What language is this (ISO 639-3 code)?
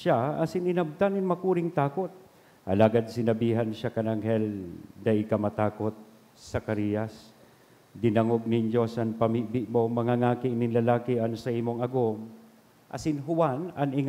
bik